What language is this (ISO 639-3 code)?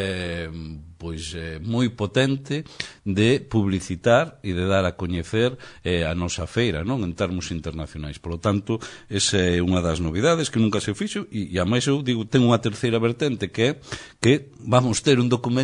glg